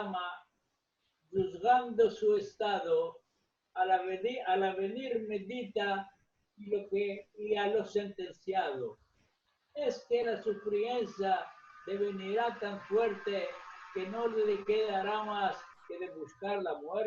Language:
Ladino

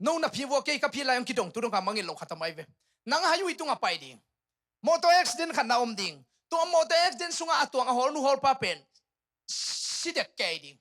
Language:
Tedim Chin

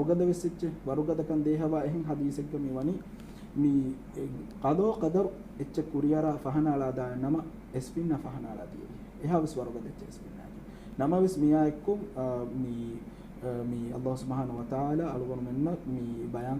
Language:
Divehi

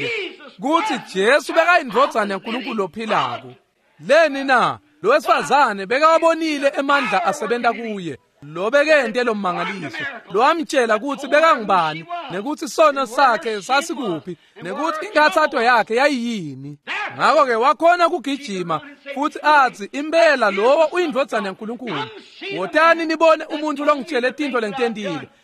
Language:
Swati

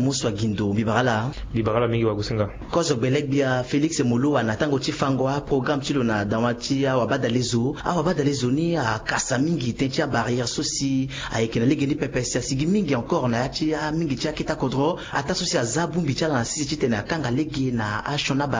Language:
Sango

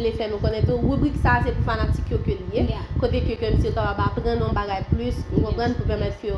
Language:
Haitian Creole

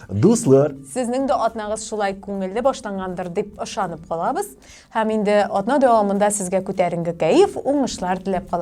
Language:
Tatar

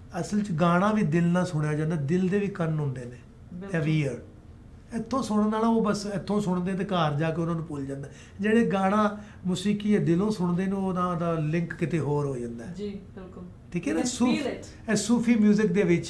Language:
Punjabi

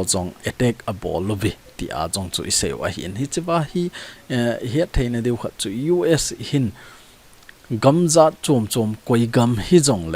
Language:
Thado Chin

